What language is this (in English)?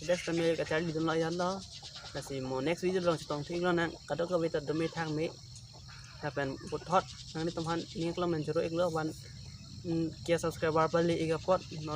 Karbi